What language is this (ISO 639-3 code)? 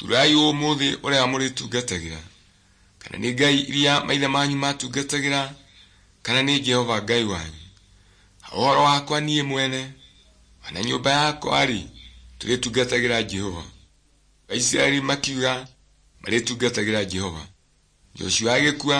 kik